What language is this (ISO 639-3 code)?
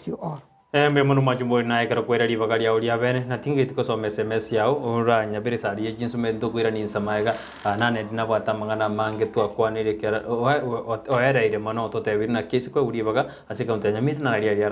guz